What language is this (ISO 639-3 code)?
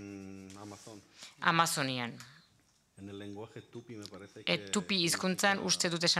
eus